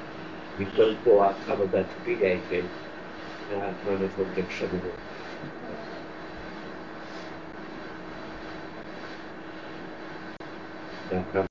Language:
Gujarati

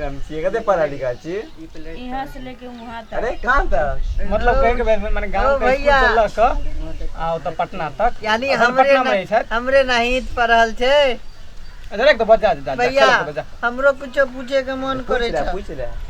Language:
Maithili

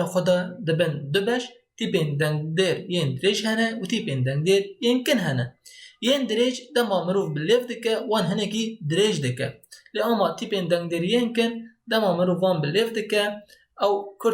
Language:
Kurdish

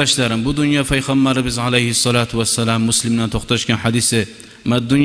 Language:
Kumyk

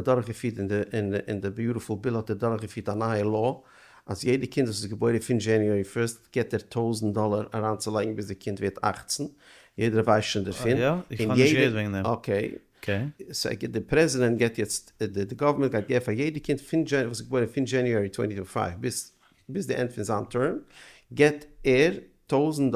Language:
Yiddish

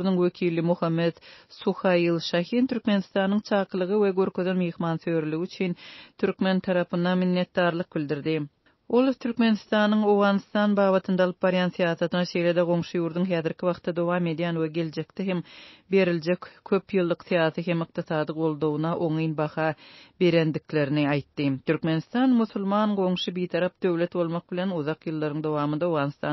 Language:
Turkmen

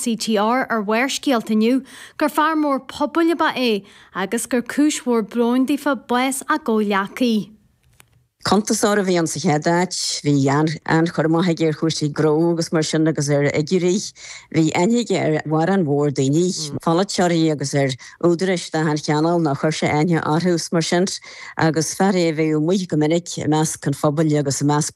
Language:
Irish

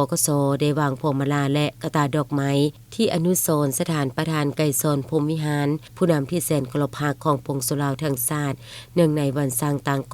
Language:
Lao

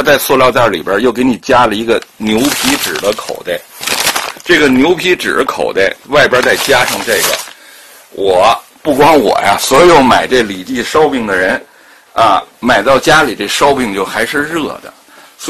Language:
Chinese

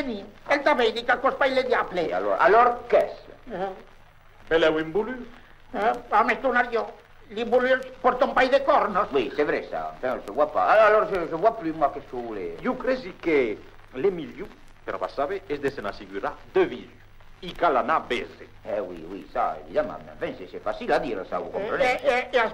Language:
Occitan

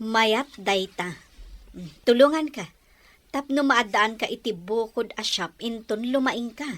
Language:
Iloko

